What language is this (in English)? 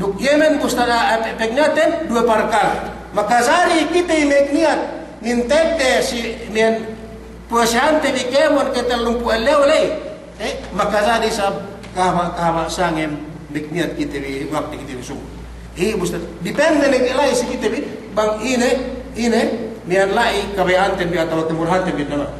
Yakan